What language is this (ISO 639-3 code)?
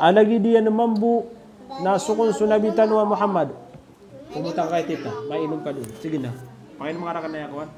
mrw